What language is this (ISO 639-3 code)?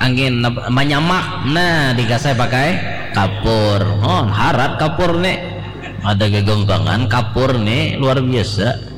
bjn